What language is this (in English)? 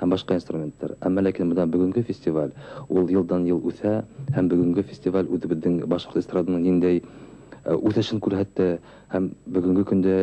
Bashkir